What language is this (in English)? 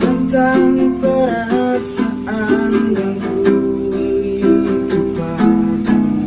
Banjar